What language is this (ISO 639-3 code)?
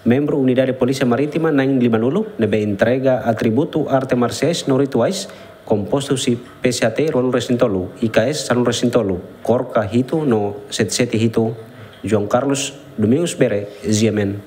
tet